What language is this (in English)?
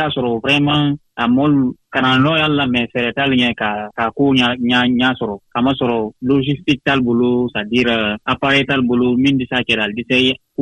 Bambara